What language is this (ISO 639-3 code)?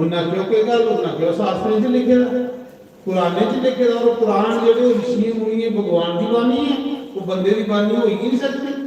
doi